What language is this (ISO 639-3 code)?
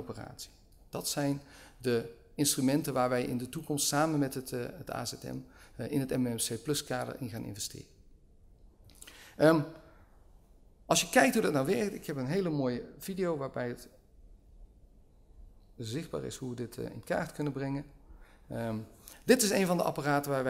nld